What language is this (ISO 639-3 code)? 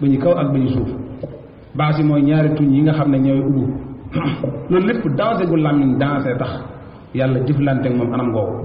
wol